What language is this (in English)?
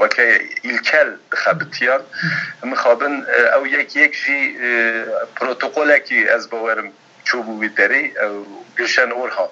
Kurdish